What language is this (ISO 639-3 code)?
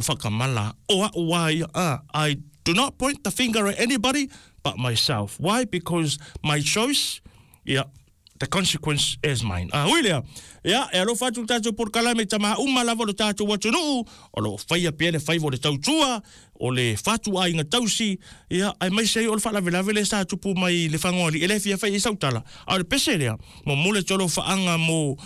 smo